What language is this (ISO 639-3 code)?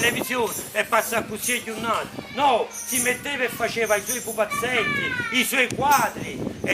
nap